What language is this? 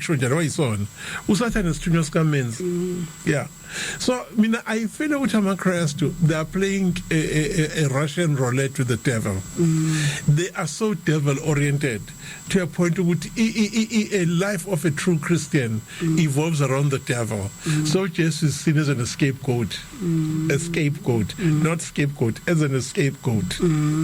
Zulu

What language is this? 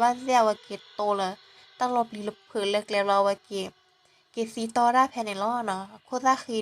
S'gaw Karen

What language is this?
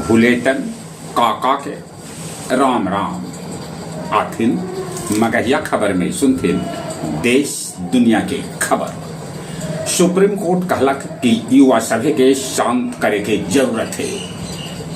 Magahi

